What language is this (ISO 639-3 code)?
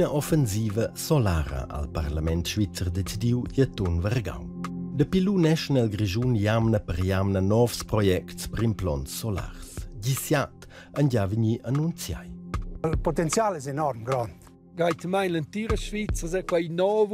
roh